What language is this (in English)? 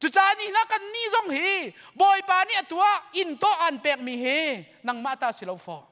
Hakha Chin